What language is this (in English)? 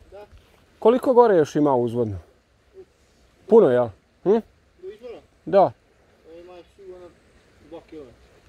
Croatian